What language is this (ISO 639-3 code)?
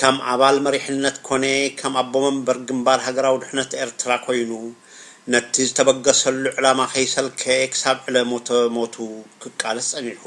tir